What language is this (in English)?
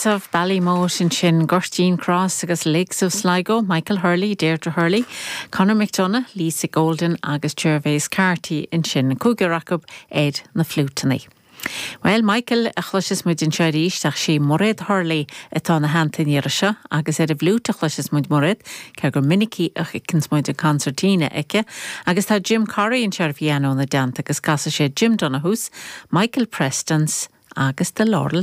Irish